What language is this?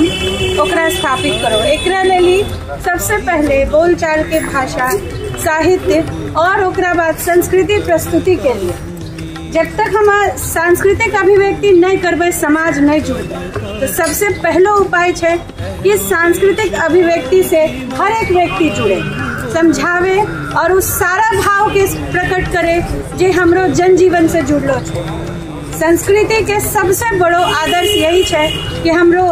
Angika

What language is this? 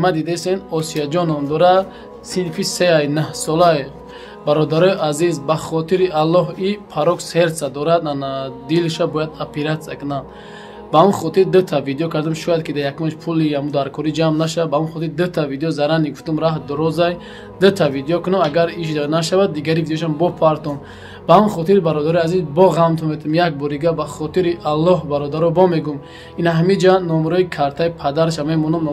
Tajik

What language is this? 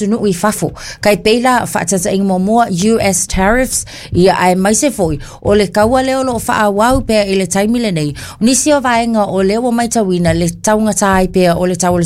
Samoan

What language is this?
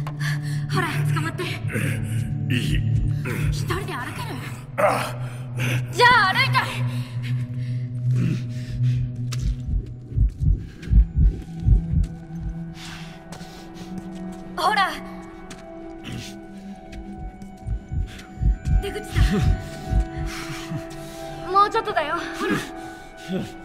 Japanese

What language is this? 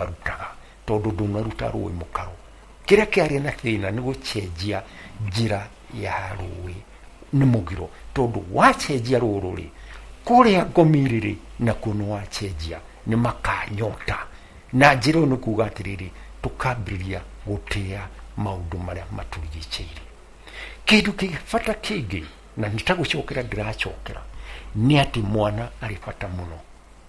Kikuyu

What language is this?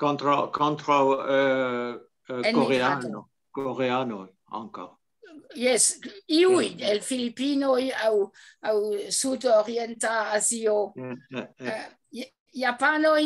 Esperanto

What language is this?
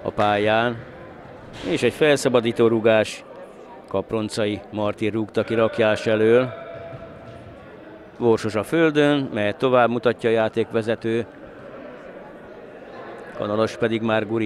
Hungarian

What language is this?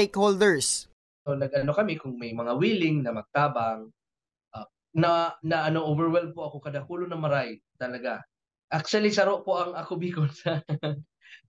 Bikol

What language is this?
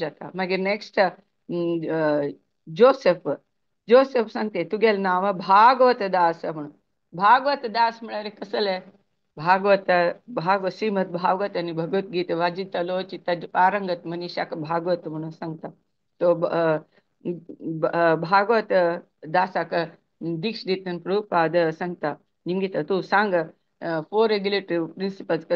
Konkani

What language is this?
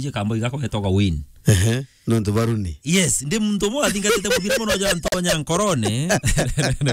Meru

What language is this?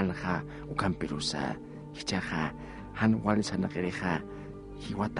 Aymara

